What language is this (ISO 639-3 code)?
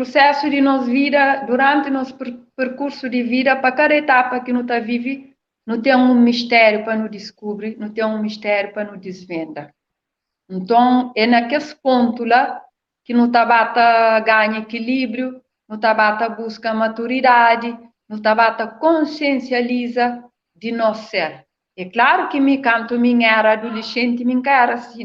kea